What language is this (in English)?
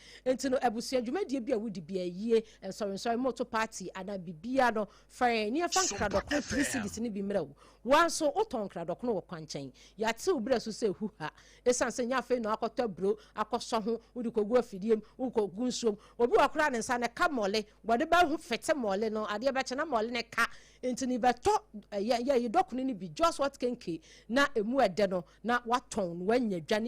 Akan